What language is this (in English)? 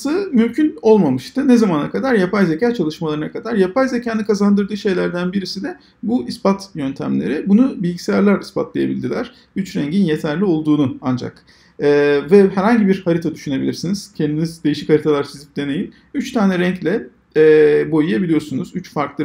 Turkish